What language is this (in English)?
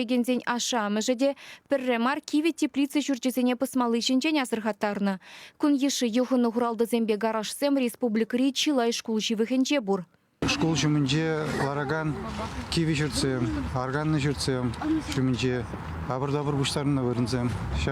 Chuvash